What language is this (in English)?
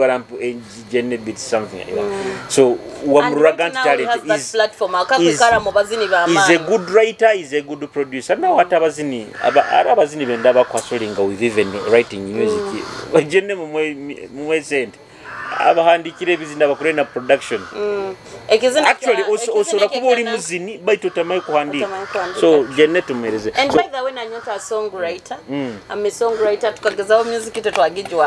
Nyoro